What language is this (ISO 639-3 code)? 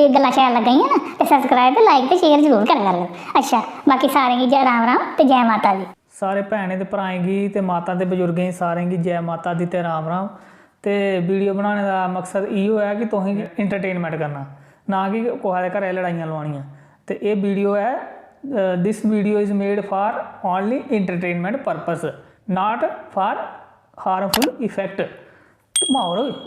doi